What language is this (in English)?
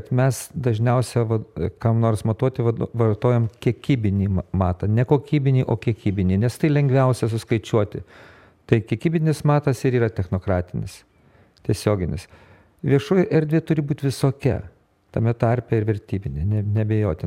Lithuanian